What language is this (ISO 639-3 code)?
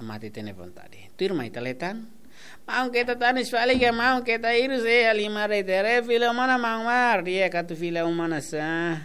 tet